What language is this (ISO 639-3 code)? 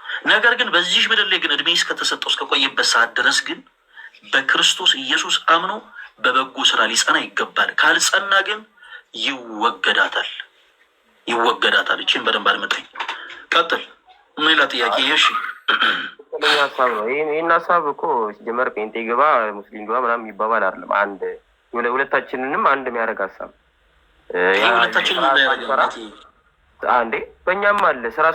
amh